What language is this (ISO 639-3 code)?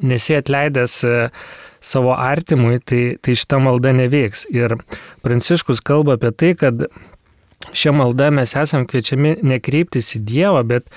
lit